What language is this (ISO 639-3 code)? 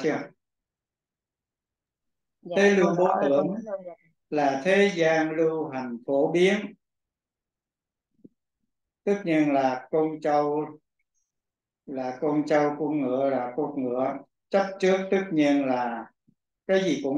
vie